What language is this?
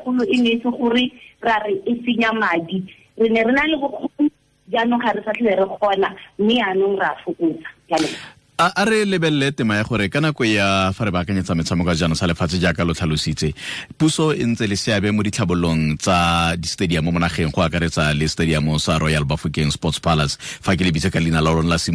Tswana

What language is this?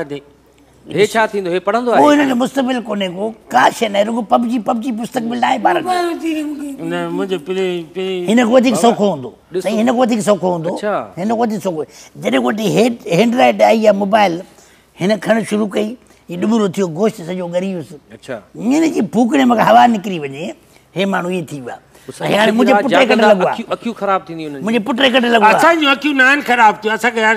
Sindhi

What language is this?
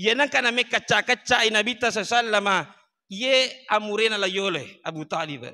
Buginese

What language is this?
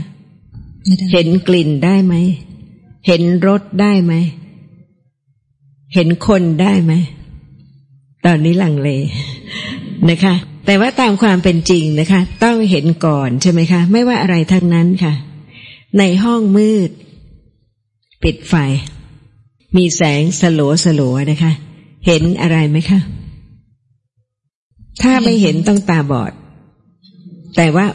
Thai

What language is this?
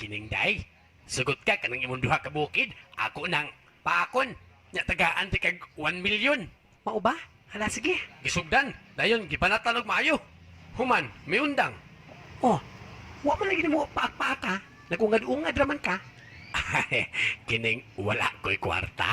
Cebuano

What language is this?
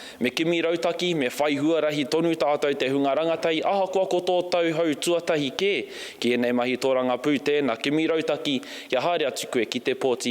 Māori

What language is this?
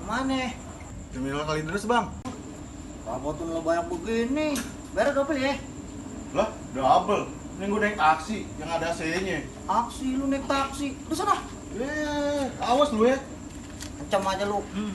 Betawi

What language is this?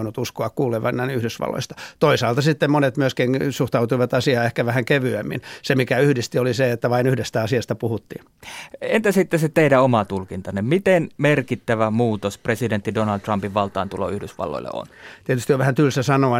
Finnish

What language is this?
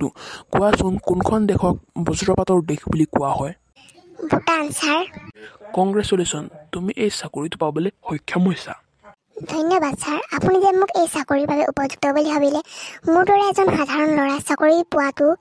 Assamese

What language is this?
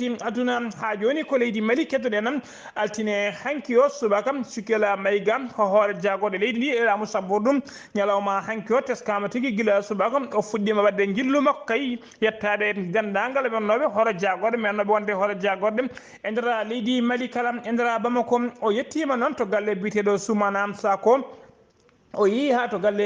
Fula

